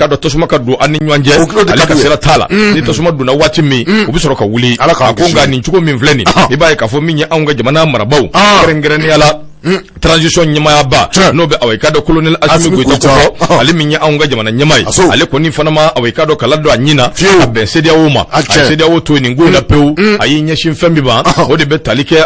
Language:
Bambara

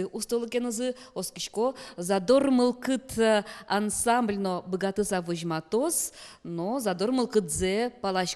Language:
Udmurt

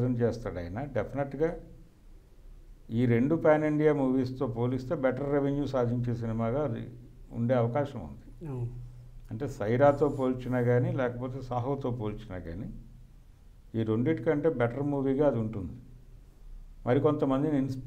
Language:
Telugu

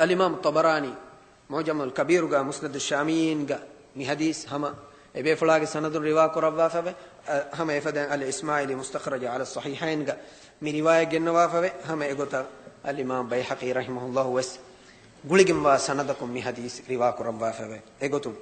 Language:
Divehi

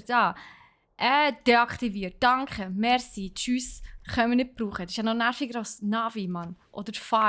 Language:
Swiss German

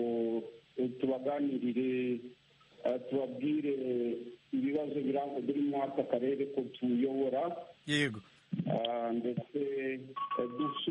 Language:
Kinyarwanda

